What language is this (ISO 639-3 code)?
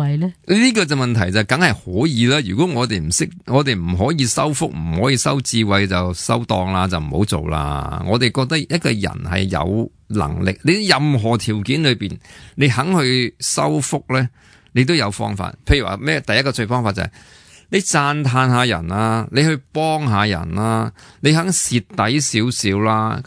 yue